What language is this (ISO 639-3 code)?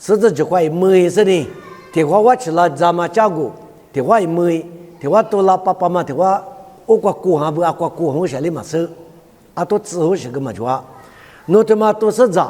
lis